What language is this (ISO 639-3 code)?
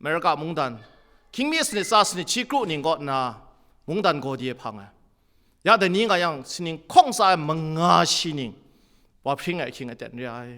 kac